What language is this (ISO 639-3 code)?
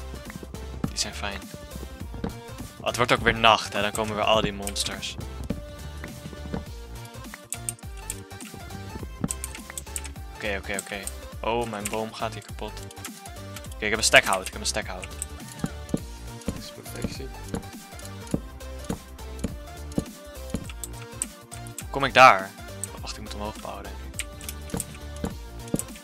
nld